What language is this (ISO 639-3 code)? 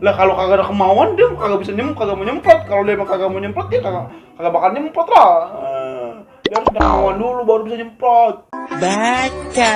bew